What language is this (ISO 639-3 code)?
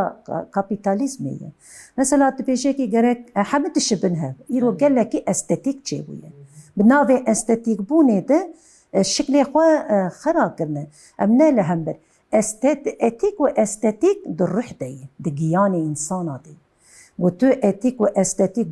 kur